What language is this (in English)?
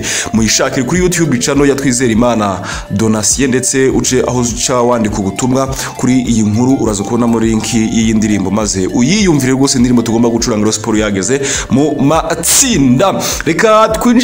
Kinyarwanda